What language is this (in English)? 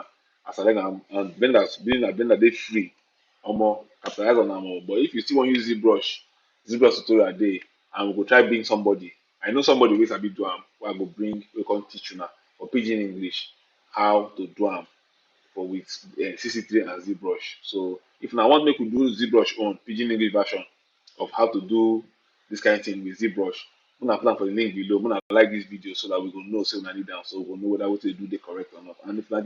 Nigerian Pidgin